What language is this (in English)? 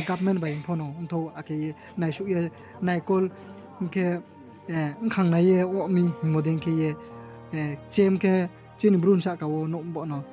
Riang (India)